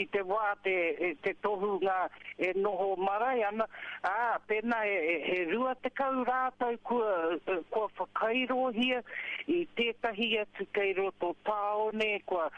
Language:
Māori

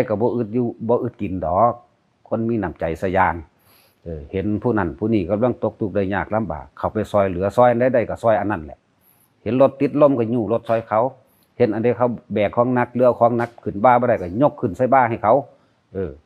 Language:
Northeastern Thai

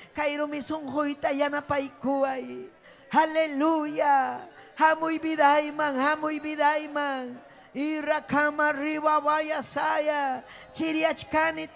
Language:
Ayacucho Quechua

